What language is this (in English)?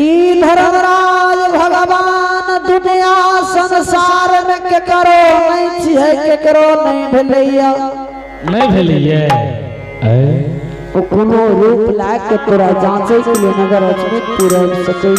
Angika